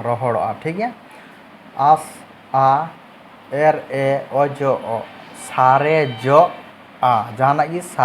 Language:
Santali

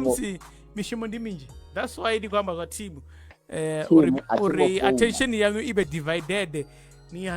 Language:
Venda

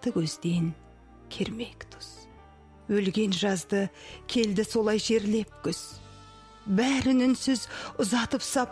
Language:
Kazakh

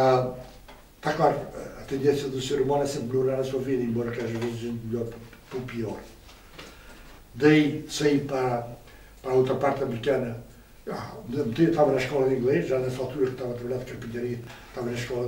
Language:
Portuguese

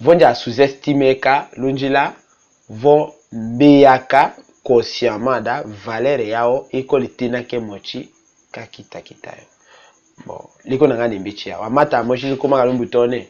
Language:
Tetela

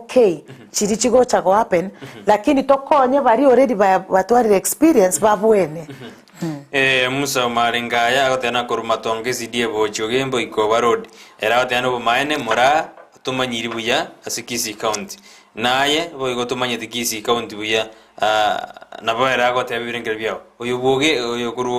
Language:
Gusii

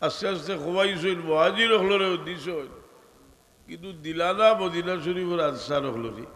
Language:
Sylheti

